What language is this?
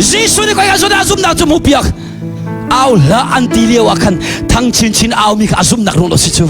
Hakha Chin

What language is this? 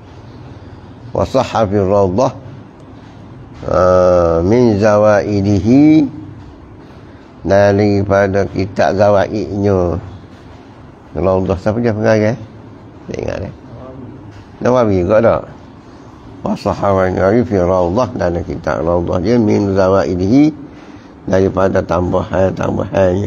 Malay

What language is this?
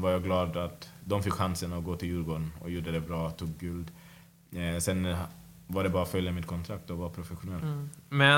Swedish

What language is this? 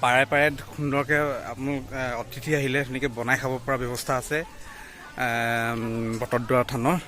Assamese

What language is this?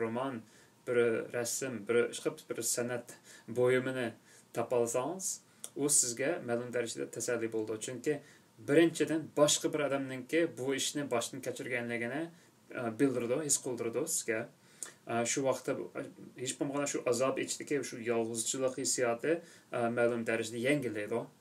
Uyghur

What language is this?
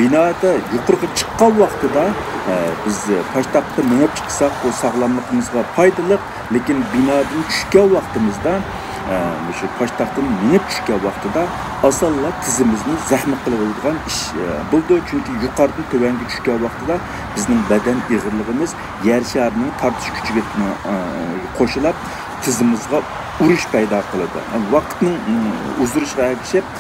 Uyghur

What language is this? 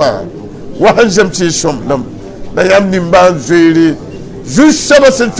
Mossi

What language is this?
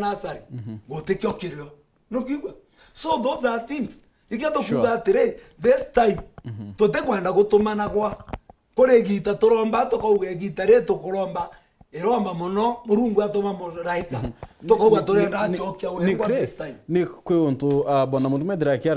Meru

